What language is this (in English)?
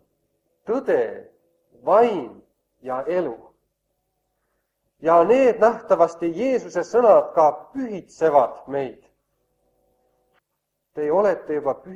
Estonian